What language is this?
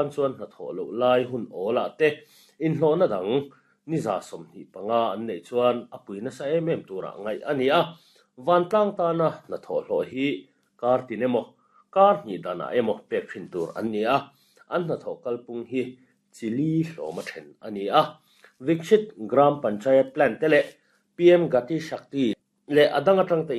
Mizo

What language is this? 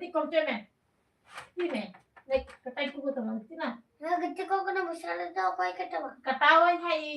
Santali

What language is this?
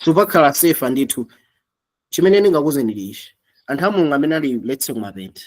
Nyanja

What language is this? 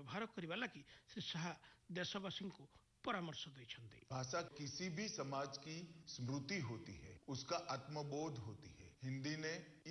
Odia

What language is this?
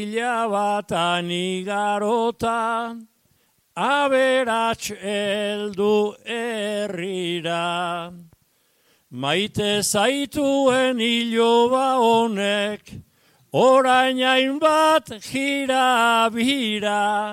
Basque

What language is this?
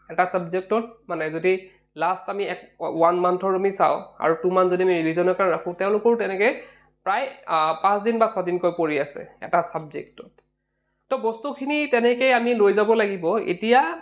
Assamese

